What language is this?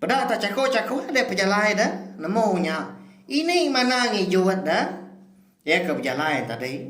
Iban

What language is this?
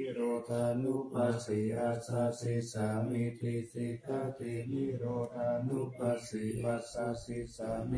Pali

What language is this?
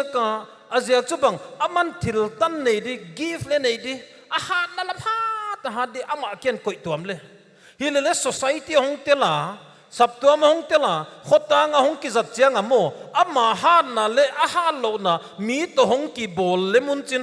Paite Chin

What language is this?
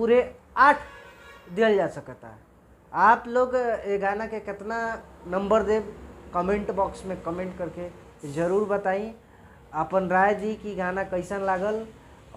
Bhojpuri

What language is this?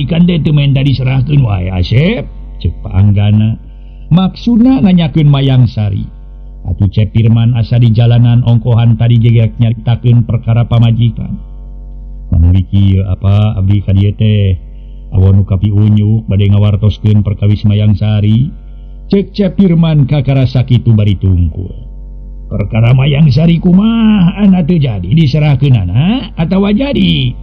Sundanese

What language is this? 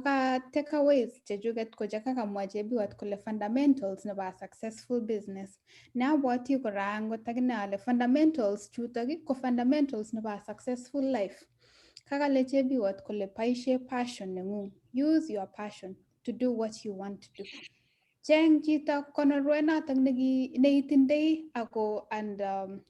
Kalenjin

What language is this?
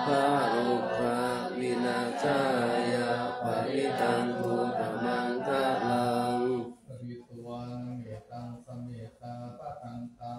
Pali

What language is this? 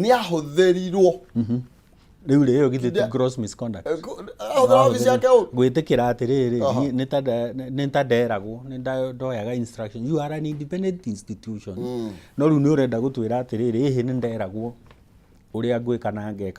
Kikuyu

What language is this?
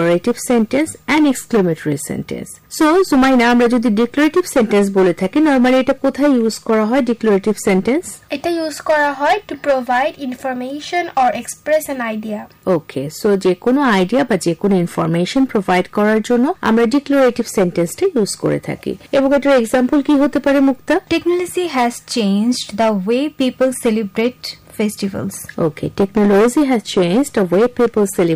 Bangla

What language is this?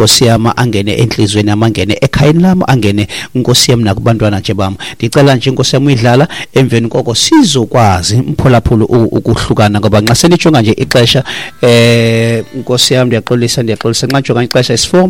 Xhosa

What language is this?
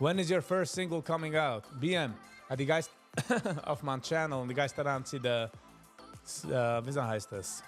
Yiddish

